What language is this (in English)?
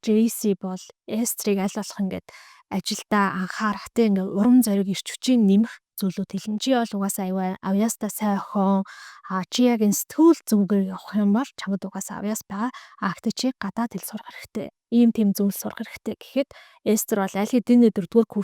Mongolian